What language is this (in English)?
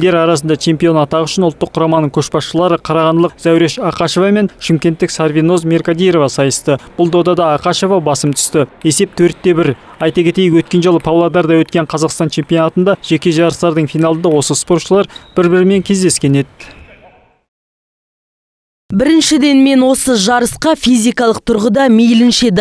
Kazakh